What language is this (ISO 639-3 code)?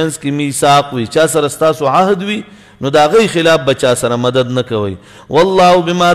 pus